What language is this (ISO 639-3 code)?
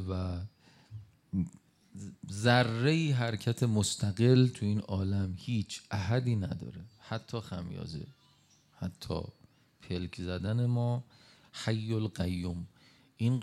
fas